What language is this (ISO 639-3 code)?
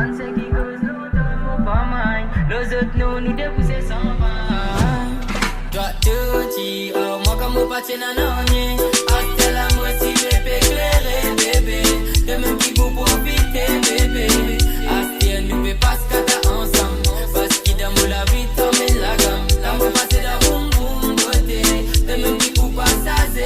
mfe